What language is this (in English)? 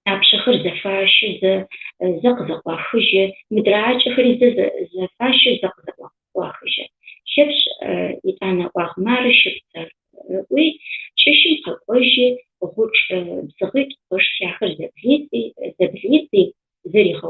Adyghe